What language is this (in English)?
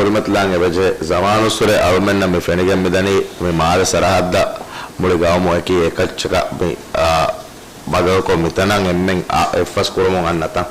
Divehi